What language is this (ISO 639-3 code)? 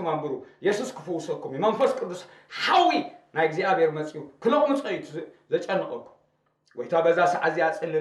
tir